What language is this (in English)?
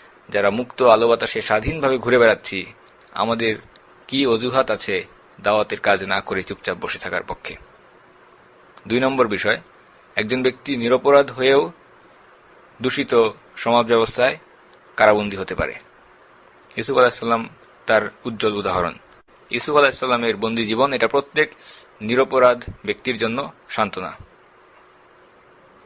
Bangla